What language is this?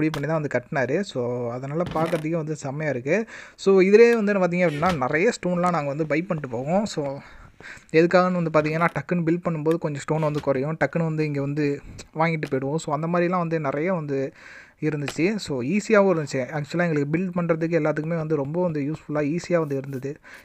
Tamil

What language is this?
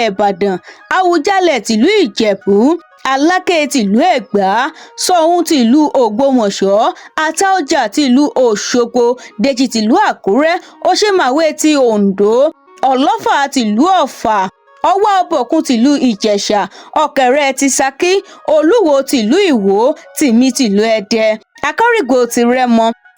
Yoruba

